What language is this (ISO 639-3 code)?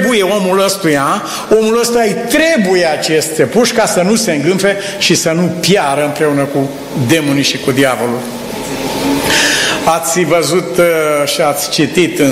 ron